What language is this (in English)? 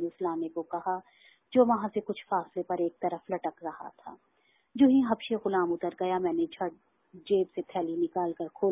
Urdu